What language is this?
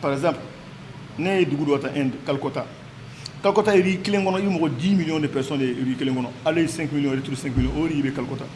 Bambara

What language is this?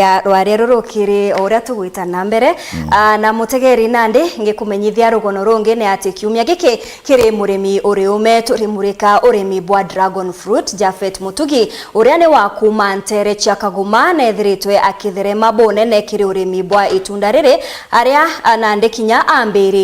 Meru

